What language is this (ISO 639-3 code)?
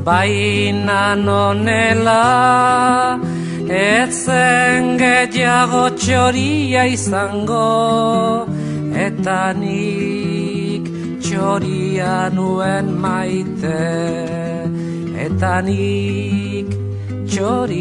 eus